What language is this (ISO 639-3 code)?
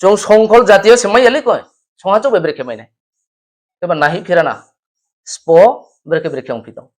ria